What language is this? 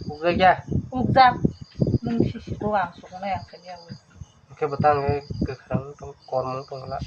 Kok Borok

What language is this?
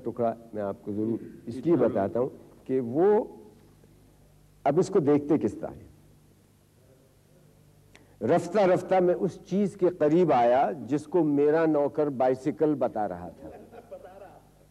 Urdu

